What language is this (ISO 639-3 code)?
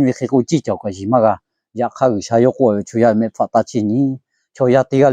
lhu